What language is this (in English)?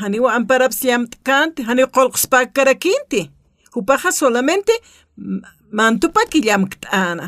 Aymara